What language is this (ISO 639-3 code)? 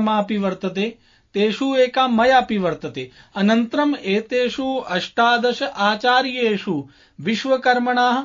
san